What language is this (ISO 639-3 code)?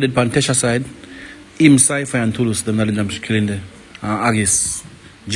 jam